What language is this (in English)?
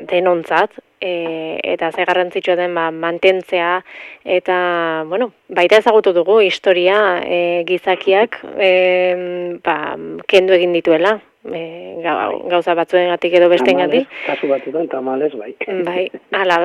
Basque